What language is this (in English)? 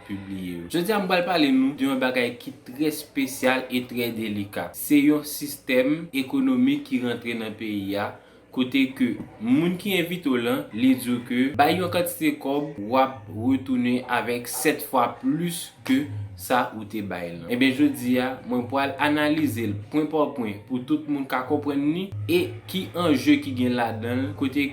Haitian Creole